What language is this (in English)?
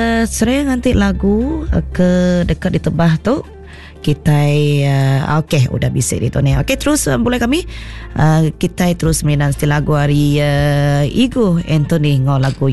Iban